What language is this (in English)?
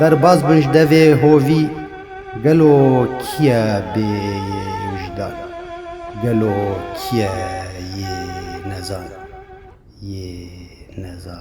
Kurdish